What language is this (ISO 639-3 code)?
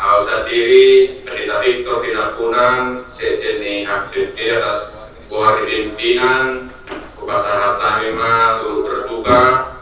bbc